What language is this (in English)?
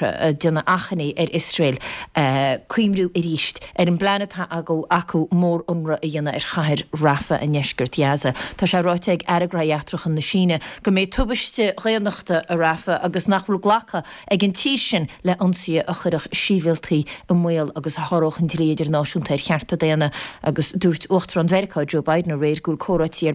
Irish